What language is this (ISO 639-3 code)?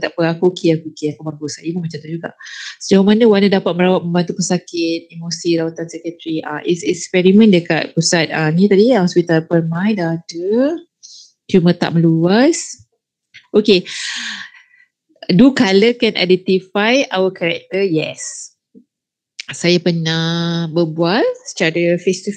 msa